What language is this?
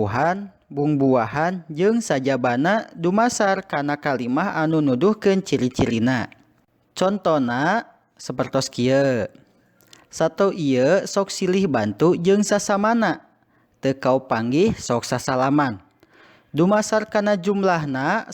Sundanese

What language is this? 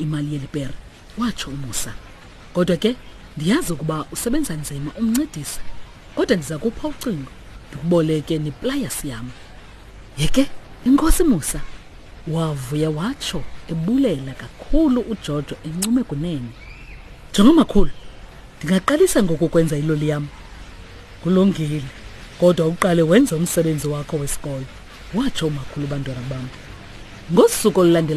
Xhosa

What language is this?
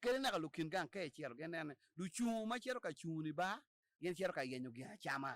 Acoli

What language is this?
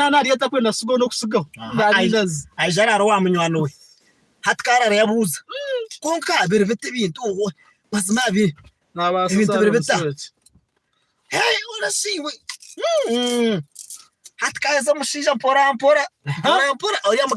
Nyankole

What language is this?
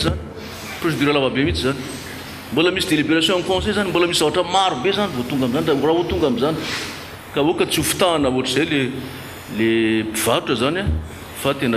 Malagasy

